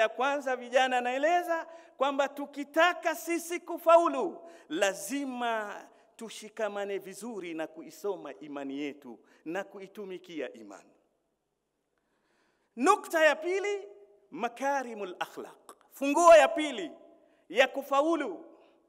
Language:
Swahili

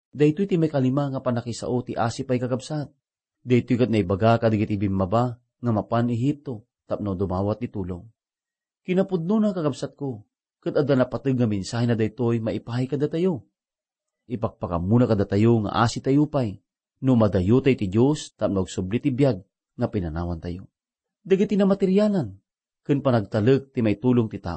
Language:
Iloko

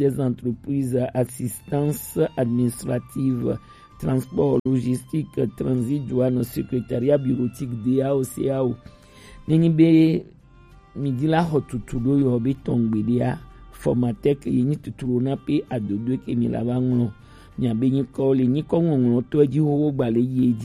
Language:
Gen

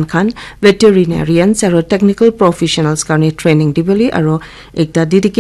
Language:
Naga Pidgin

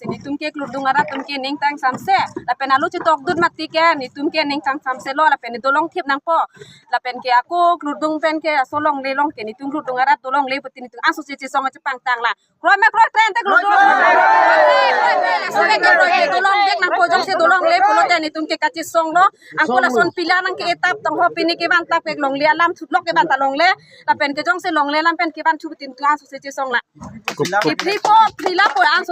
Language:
Karbi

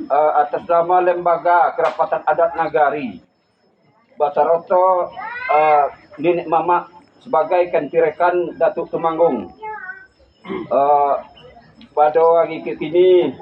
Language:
Minangkabau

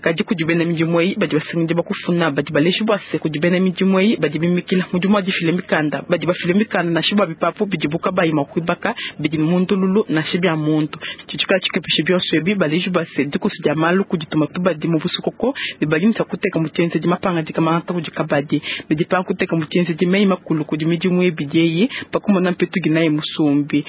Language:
Luba-Lulua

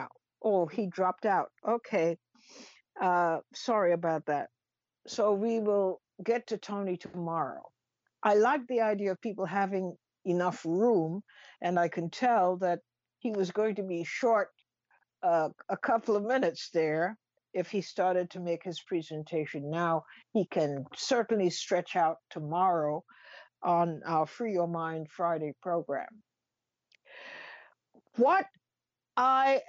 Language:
English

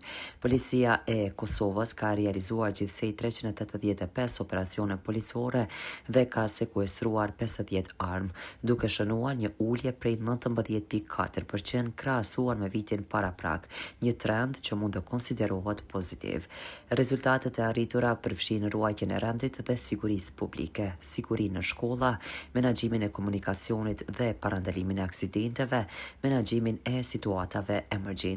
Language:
Albanian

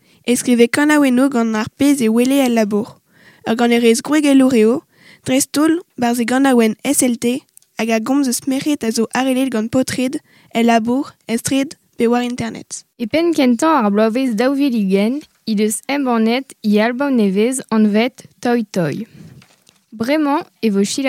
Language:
Breton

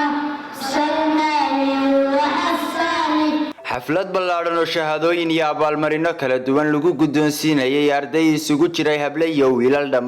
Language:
Somali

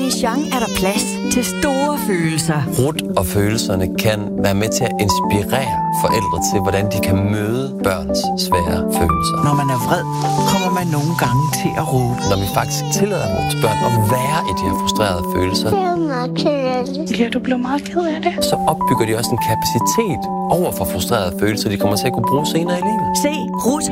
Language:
Danish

